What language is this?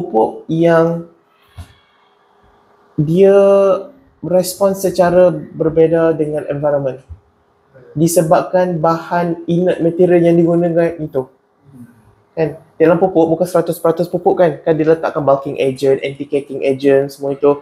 Malay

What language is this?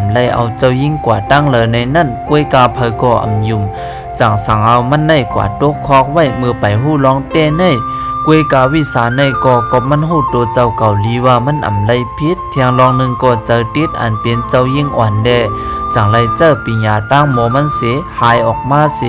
Shan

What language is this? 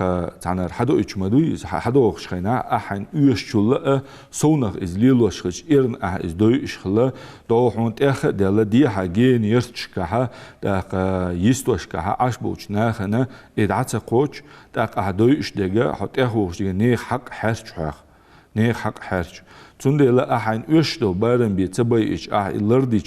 Ingush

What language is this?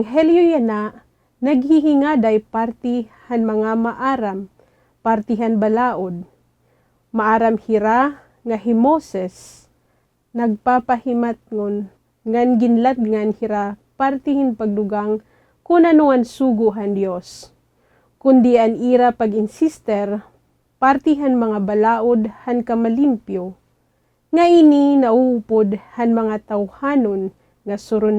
Waray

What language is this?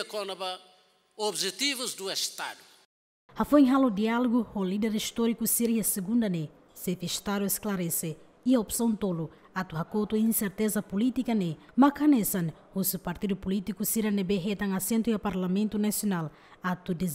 Tetum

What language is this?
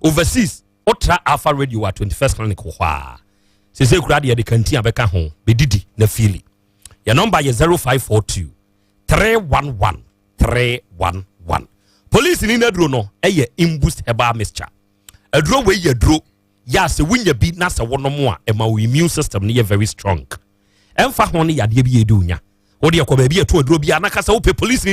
Akan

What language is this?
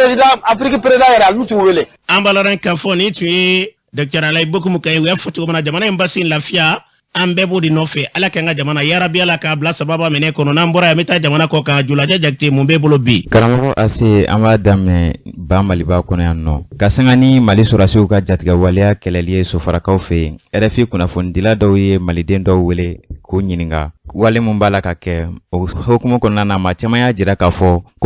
Bambara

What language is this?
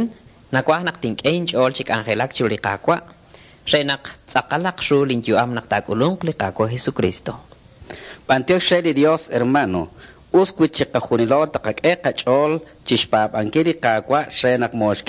Kekchí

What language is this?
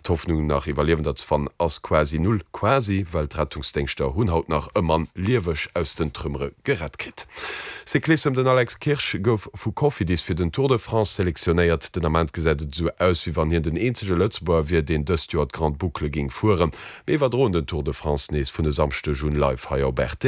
Luxembourgish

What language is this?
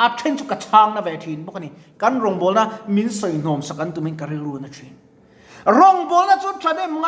Mizo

